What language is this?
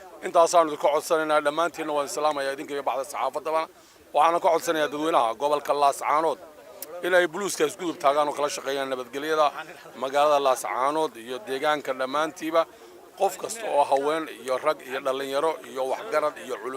Somali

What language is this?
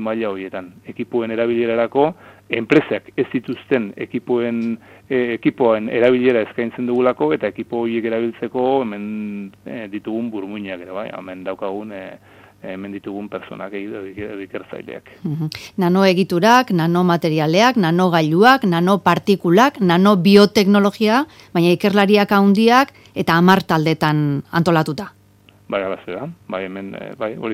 Basque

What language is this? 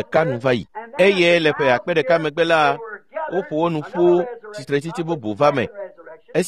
Ewe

